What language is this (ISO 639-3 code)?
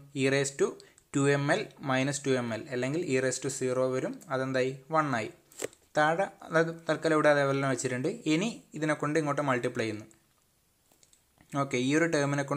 mal